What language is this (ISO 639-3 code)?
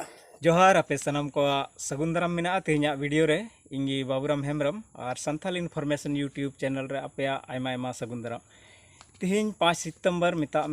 sat